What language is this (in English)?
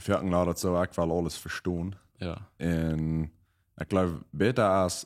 Plautdietsch